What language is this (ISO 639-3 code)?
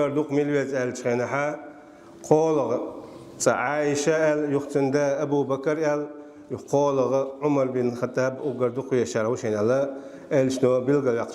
che